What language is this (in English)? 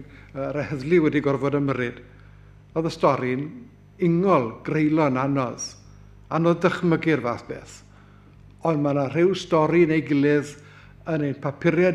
Welsh